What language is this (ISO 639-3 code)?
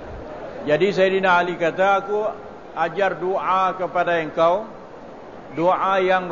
msa